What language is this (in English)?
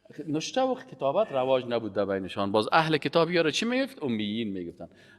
Persian